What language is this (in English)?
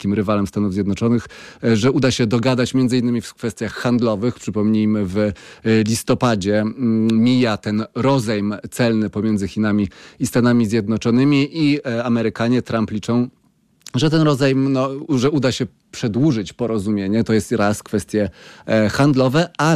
Polish